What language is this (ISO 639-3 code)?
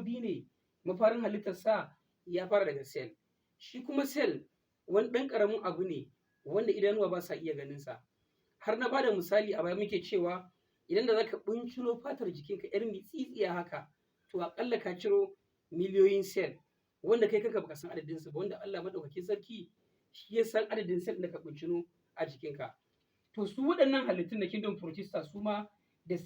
hau